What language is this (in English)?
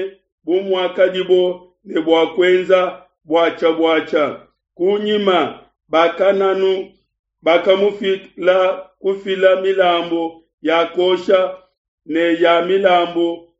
Luba-Lulua